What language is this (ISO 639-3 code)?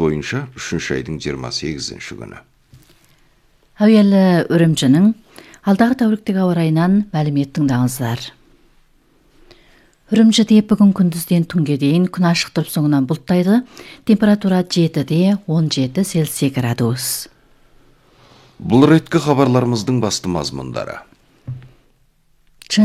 kaz